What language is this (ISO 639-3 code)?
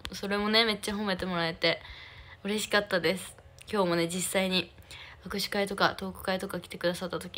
jpn